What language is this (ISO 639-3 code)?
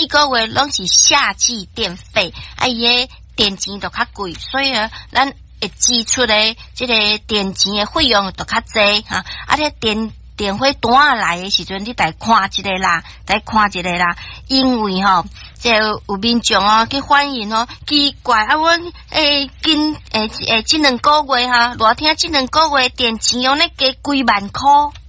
nan